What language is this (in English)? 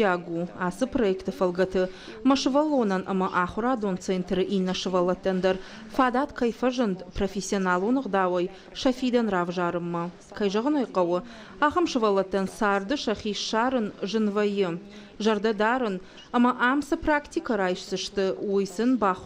Ossetic